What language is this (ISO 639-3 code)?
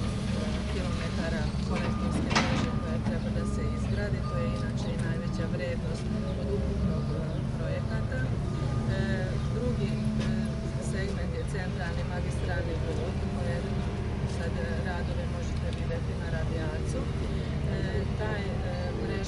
srp